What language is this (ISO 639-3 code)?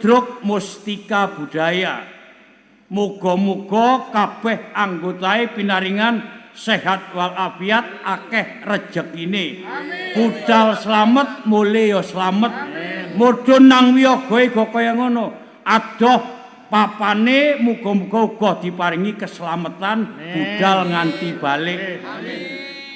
jav